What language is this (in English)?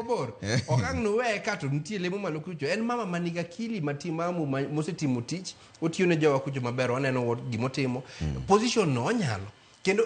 Luo (Kenya and Tanzania)